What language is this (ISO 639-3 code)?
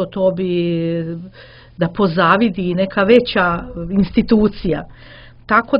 hrv